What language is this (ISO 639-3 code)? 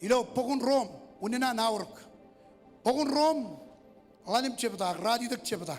mah